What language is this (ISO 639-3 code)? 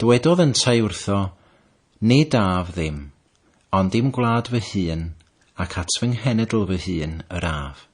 cym